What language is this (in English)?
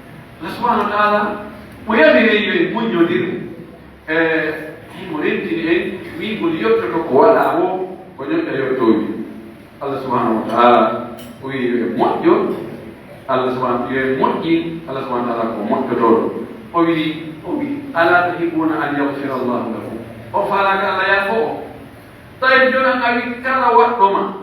Pular